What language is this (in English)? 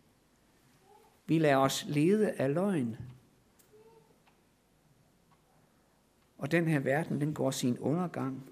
Danish